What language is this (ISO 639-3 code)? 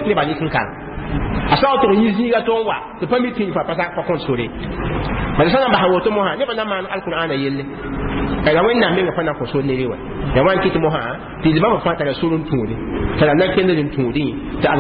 mos